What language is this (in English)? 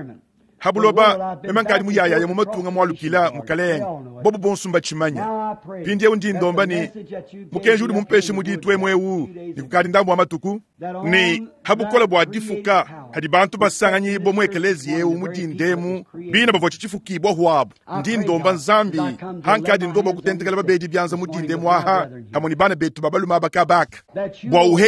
Luba-Lulua